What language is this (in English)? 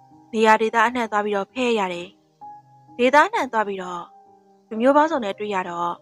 Burmese